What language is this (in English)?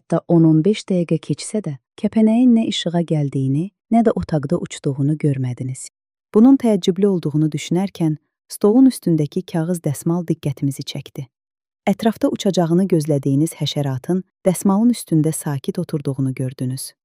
Azerbaijani